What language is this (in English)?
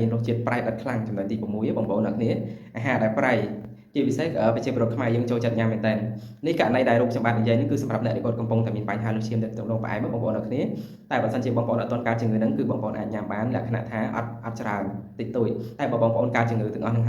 Khmer